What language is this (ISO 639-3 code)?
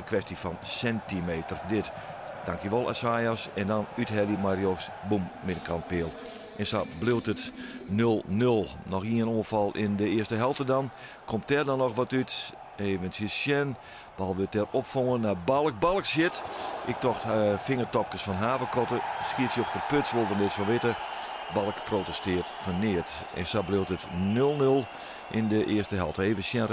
fry